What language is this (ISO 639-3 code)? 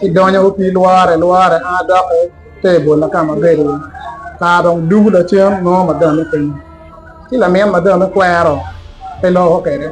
ach